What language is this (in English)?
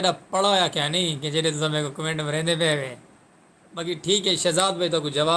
Saraiki